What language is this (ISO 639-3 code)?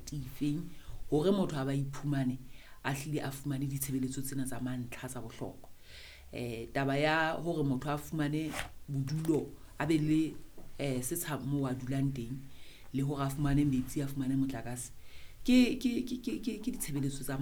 sot